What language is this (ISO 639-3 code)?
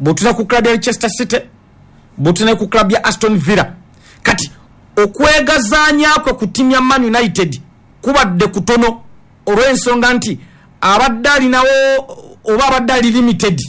lug